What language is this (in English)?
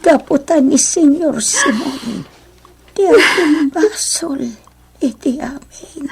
Iloko